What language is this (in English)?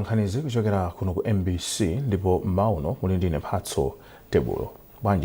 Nyanja